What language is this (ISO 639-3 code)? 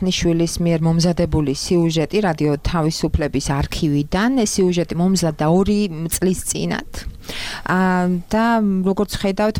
kat